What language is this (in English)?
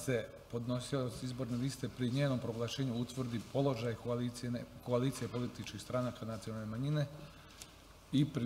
Serbian